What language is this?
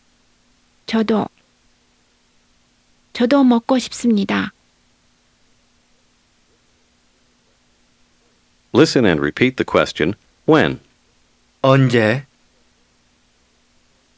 Korean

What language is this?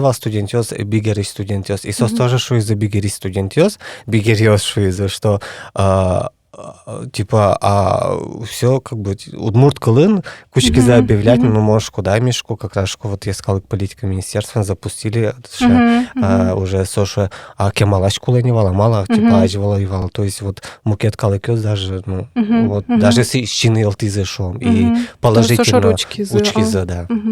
Udmurt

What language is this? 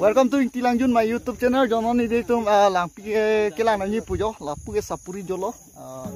Karbi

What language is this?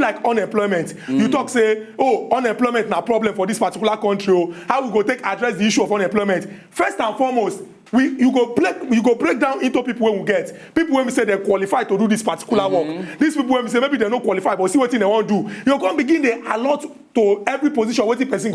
Nigerian Pidgin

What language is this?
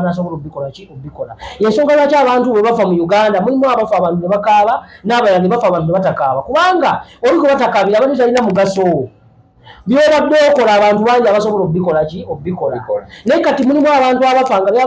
Ganda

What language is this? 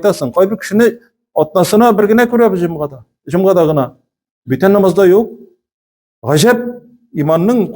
Tatar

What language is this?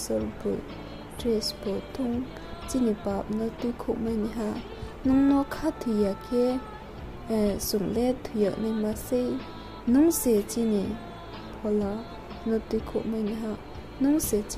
Riang (India)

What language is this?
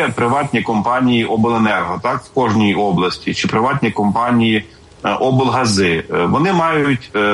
Ukrainian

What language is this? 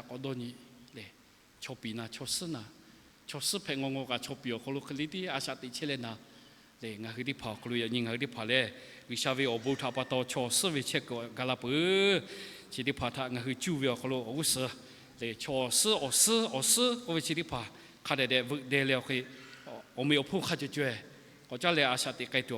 Lahu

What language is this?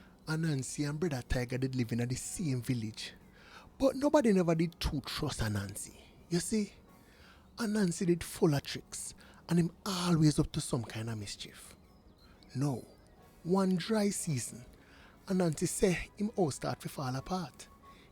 Jamaican Creole English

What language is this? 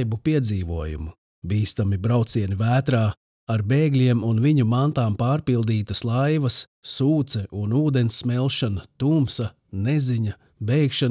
Latvian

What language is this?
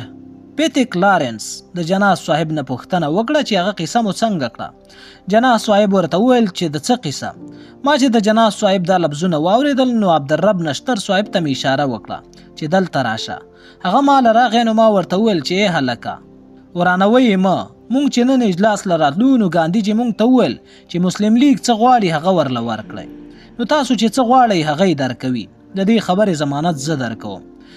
Pashto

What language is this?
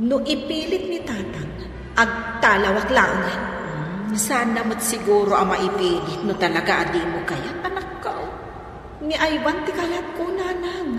Iloko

